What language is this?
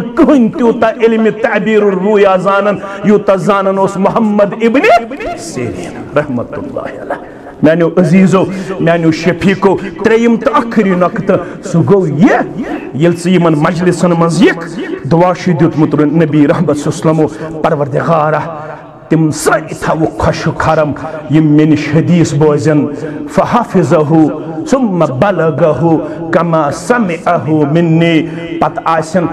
Kashmiri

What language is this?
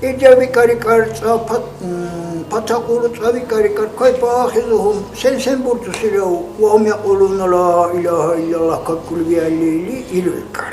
Dargwa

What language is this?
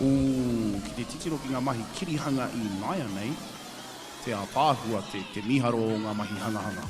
Māori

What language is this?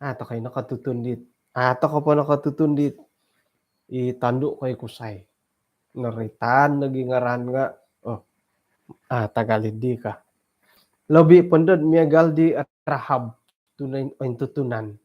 Central Dusun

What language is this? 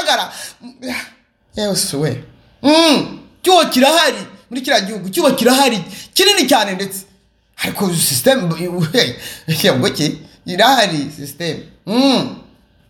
Kinyarwanda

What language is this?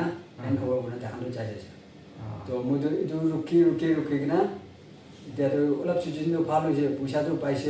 Naga Pidgin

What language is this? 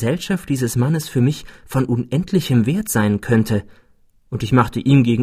German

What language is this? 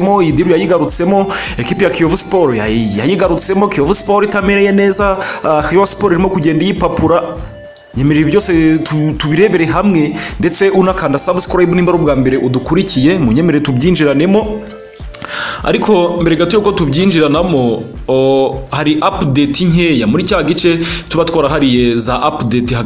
Kinyarwanda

